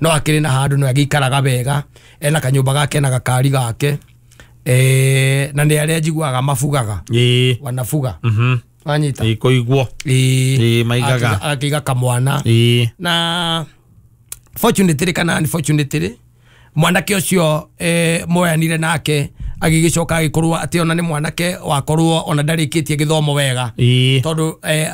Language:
Kikuyu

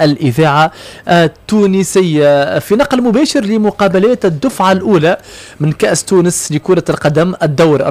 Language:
Tunisian Arabic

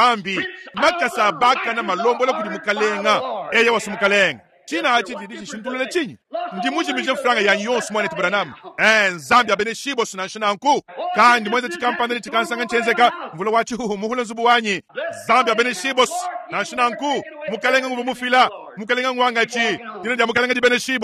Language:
Luba-Lulua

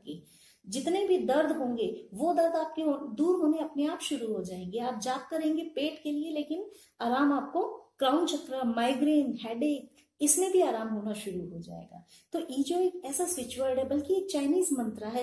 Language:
Hindi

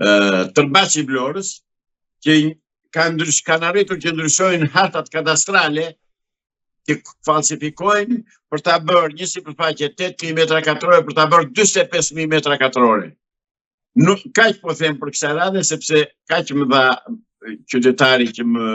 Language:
Albanian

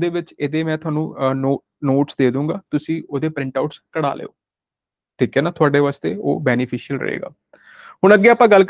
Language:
Punjabi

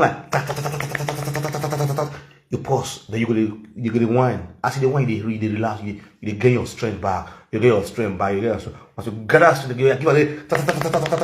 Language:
Nigerian Pidgin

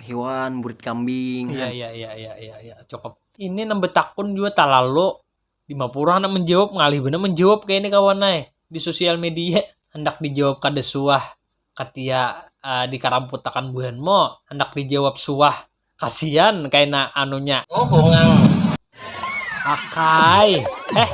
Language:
Banjar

